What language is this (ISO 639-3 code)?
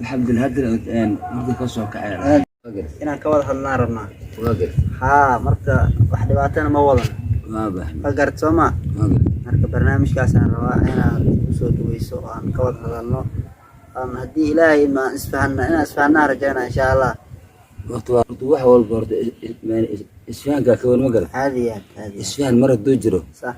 som